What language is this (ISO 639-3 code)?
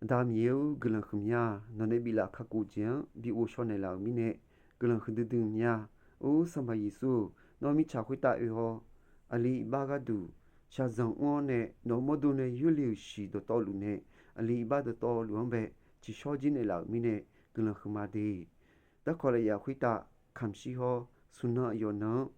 ahk